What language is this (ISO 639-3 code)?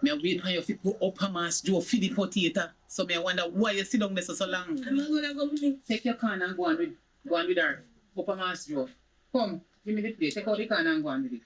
jam